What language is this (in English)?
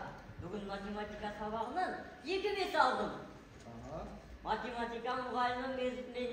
Kara-Kalpak